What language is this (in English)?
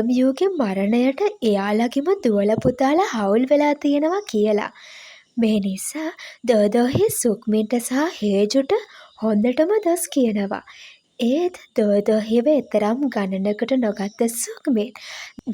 Sinhala